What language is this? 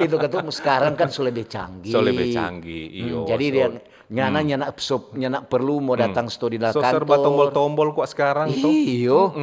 Manado Malay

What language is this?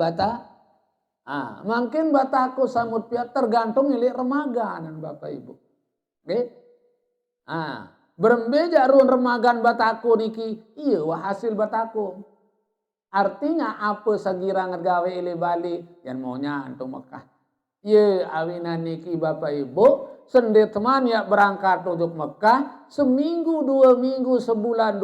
Sasak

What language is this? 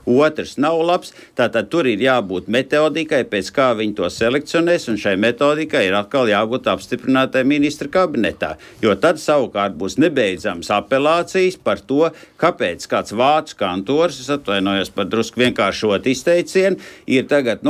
Latvian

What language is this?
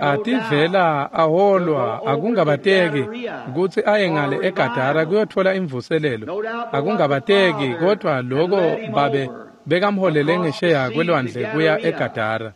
Swati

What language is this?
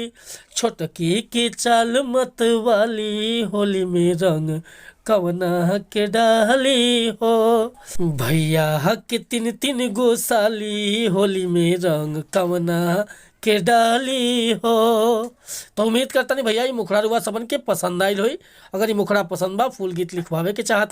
Bhojpuri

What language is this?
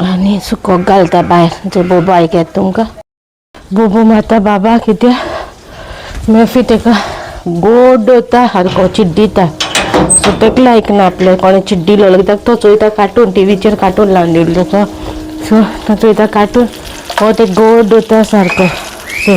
Konkani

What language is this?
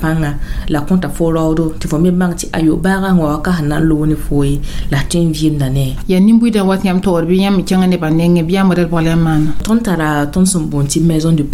Mossi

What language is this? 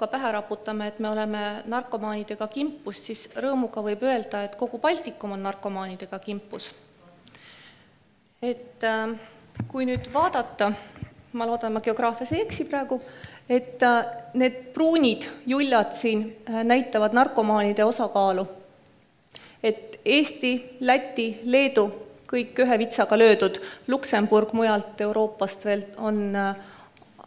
Estonian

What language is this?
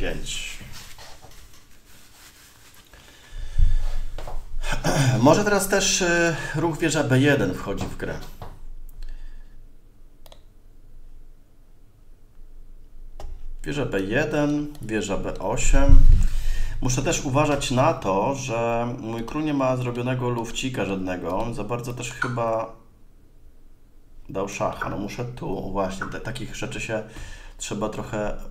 Polish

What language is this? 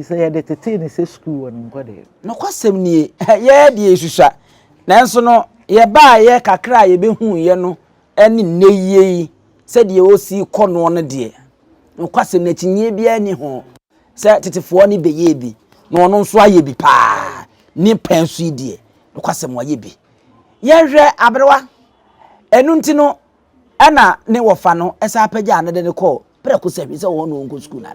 Akan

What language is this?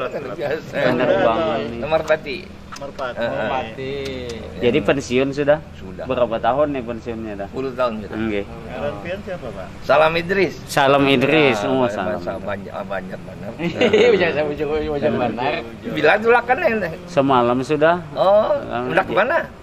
Banjar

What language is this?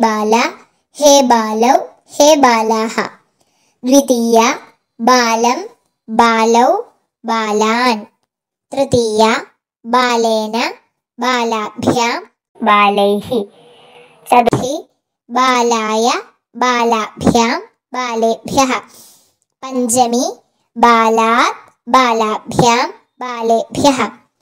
Sanskrit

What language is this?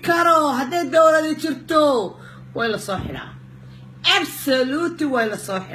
Somali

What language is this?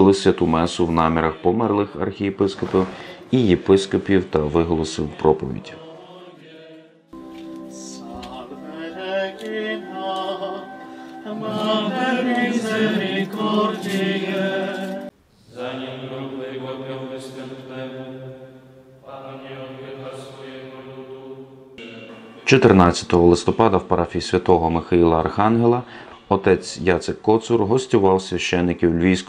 Ukrainian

